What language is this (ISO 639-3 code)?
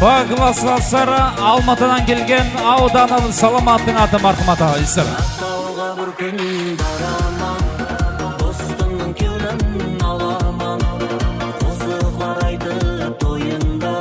kaa